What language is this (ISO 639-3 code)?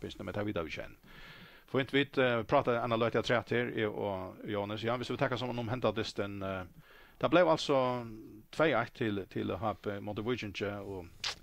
fao